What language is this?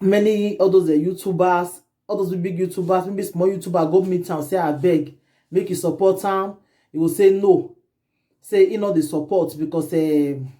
Nigerian Pidgin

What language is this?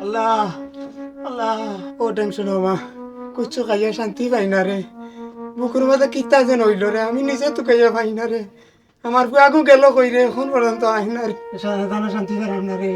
Sylheti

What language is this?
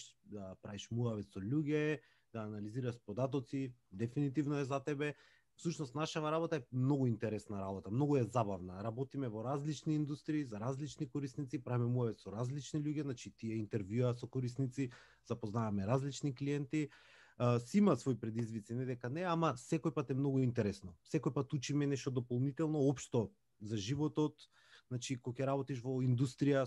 Macedonian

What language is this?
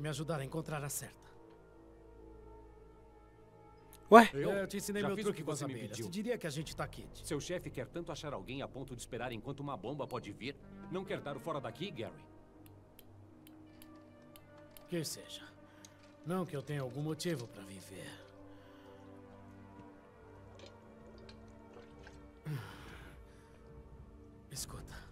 Portuguese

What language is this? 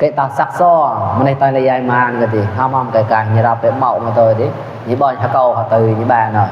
Mon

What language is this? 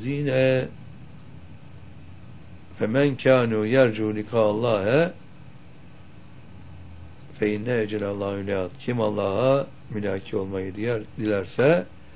Turkish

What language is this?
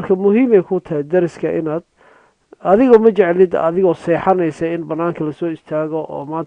Somali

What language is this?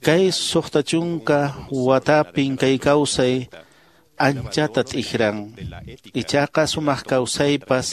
Quechua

